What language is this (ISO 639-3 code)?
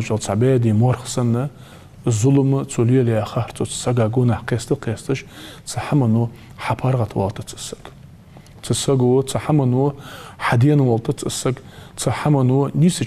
inh